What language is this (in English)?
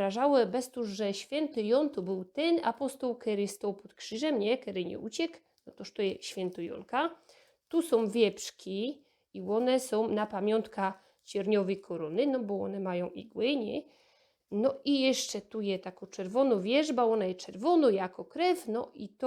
Silesian